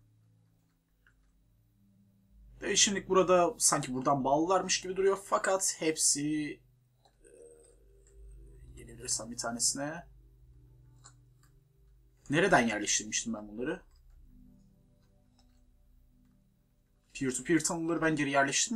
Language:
Turkish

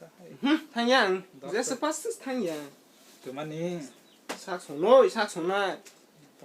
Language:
Kok Borok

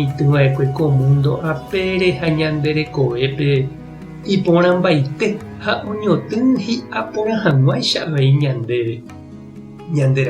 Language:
Guarani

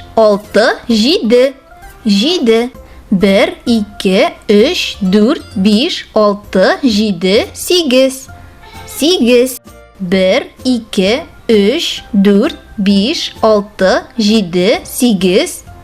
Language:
Tatar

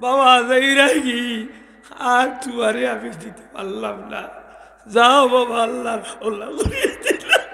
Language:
Sylheti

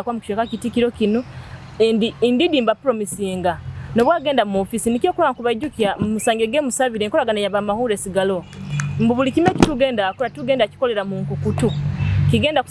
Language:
Nyoro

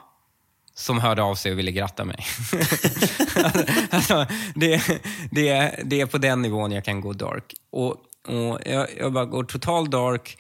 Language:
Swedish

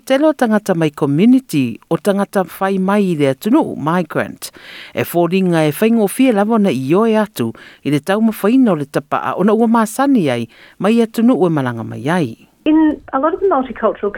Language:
Samoan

